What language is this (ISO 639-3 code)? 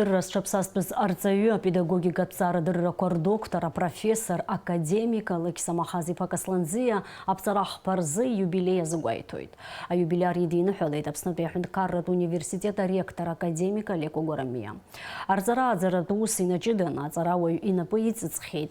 abk